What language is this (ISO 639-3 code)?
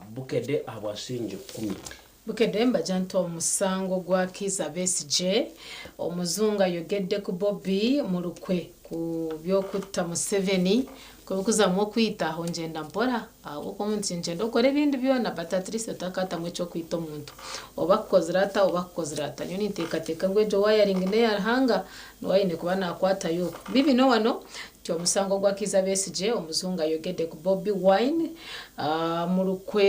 nyn